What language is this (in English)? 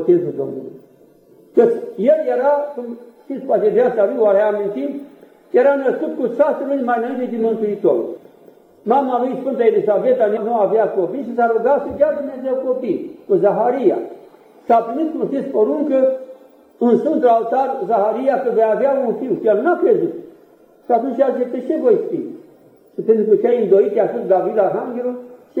Romanian